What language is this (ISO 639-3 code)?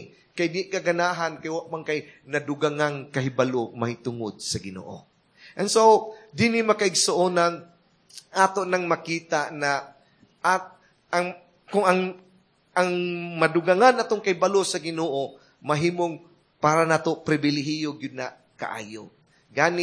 ceb